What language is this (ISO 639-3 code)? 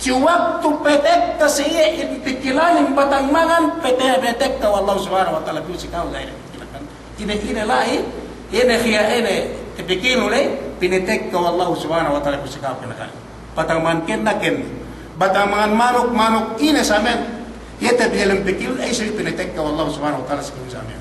yka